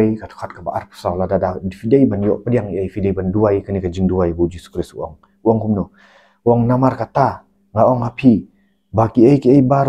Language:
Khasi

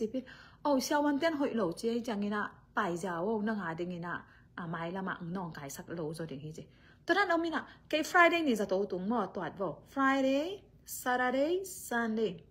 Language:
Tedim Chin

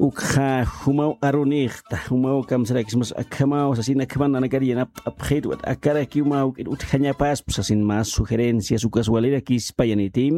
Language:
Aymara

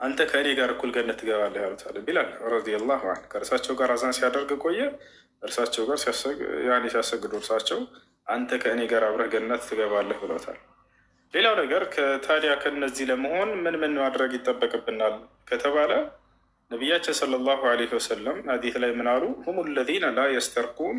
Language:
Amharic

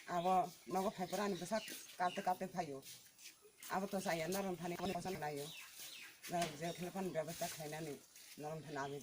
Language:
Kok Borok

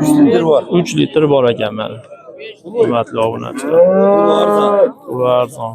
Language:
Uzbek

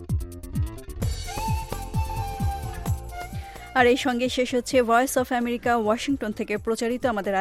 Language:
Bangla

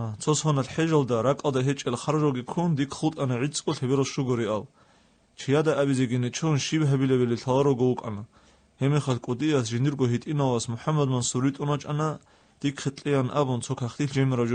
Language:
Avaric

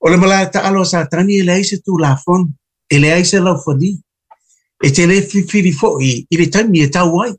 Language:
Samoan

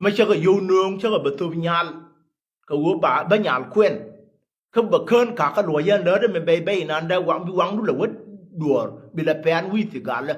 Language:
Nuer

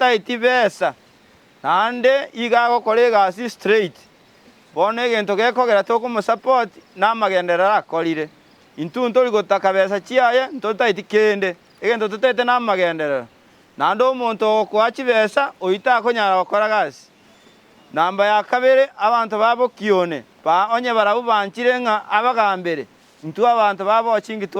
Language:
Gusii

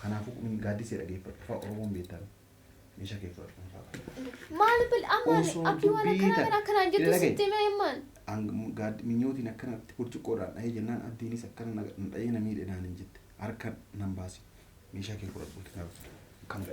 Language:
Oromo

